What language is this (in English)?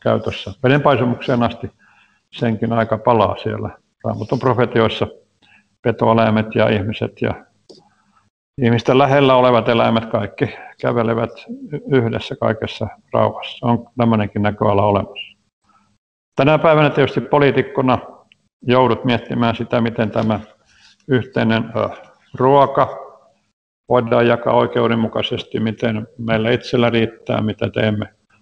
Finnish